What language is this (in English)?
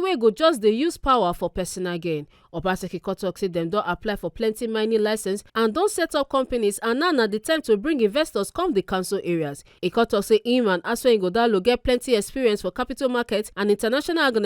Nigerian Pidgin